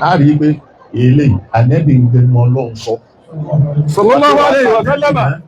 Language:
Yoruba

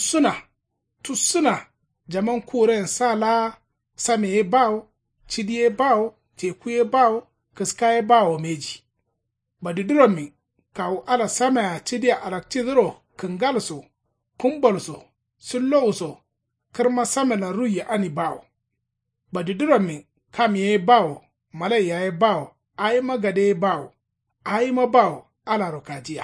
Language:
Kanuri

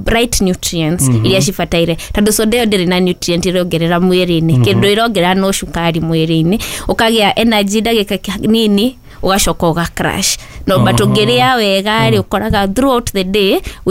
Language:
Kikuyu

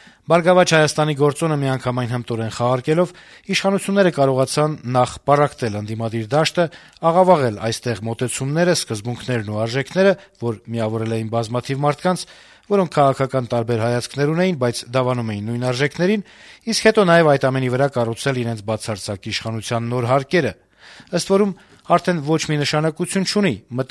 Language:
Armenian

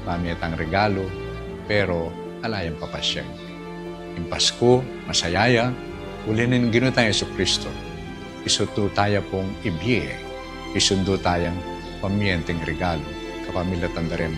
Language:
Pampanga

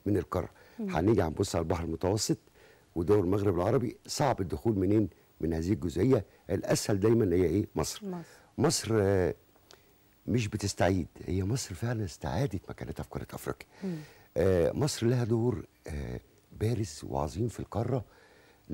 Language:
Egyptian Arabic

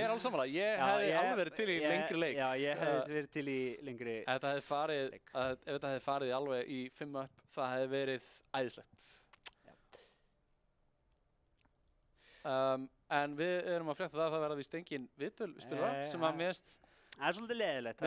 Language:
Icelandic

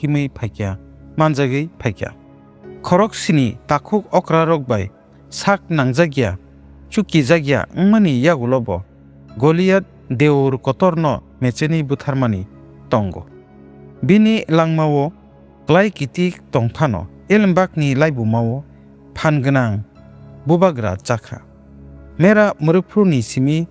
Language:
Kok Borok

